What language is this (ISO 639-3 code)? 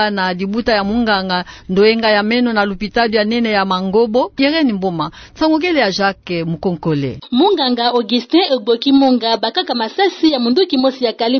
ktu